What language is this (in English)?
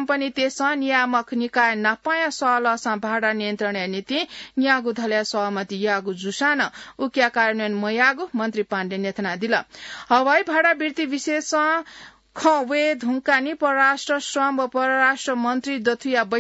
Newari